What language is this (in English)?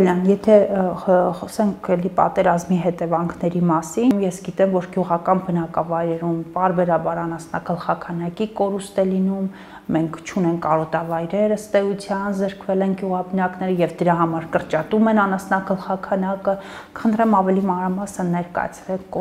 Armenian